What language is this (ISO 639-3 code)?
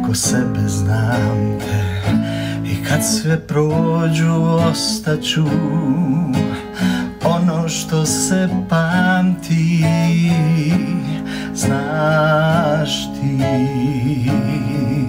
srp